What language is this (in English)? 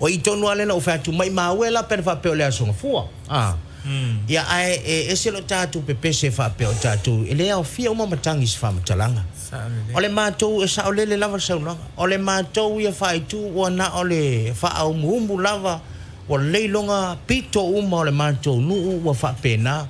Samoan